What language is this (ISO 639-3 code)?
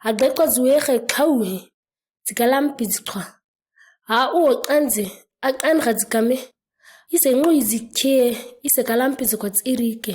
gnk